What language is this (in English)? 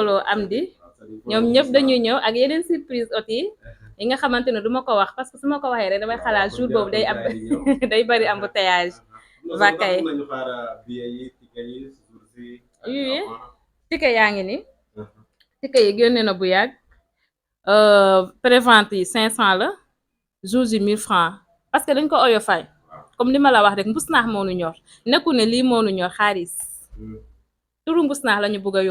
Wolof